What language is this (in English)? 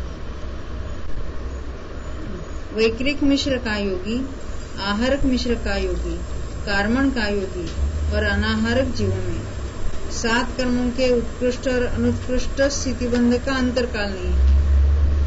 Hindi